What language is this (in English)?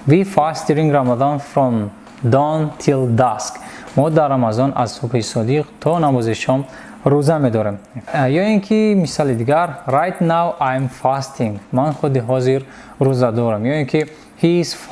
Tajik